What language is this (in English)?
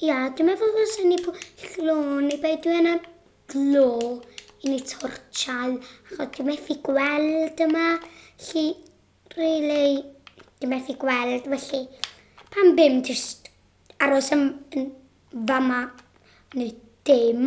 Welsh